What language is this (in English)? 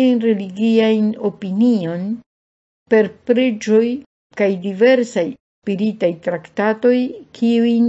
Esperanto